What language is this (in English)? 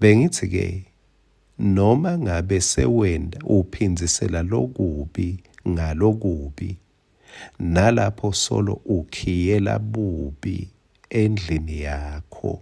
Swati